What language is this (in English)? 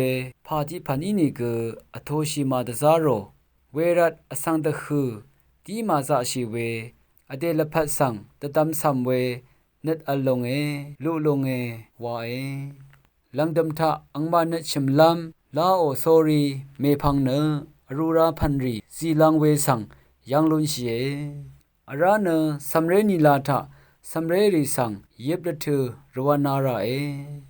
Rawang